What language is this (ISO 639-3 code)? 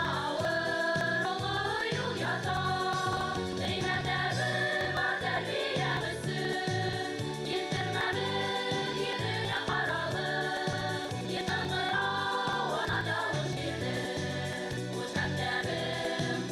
bak